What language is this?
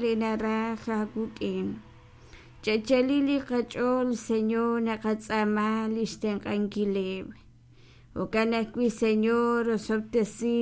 Kekchí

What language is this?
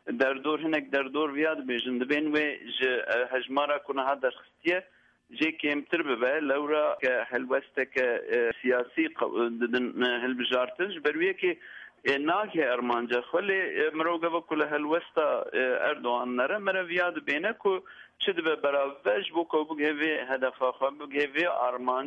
Kurdish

